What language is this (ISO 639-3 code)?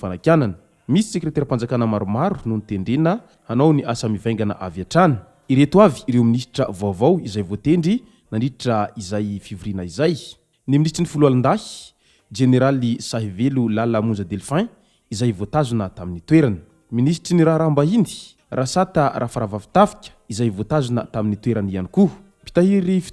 mlg